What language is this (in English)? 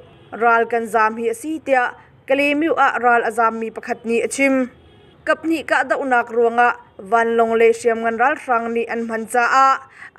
Hakha Chin